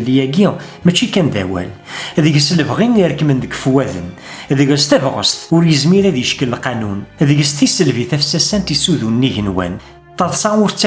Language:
Kabyle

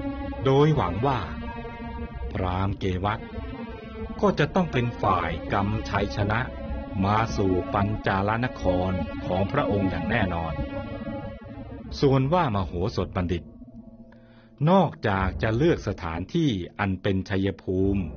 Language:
Thai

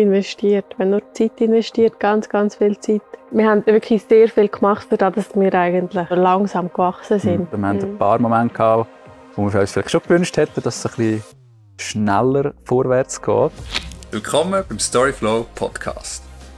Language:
Swiss German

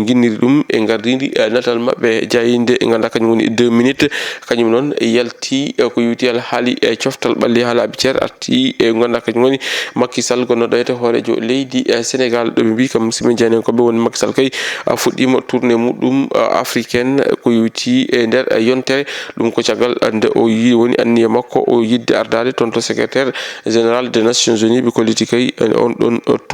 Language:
Fula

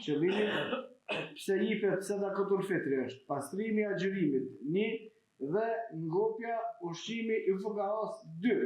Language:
Albanian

